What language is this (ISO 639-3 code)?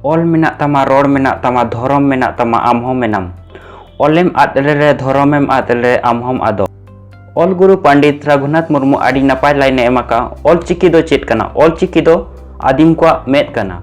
sat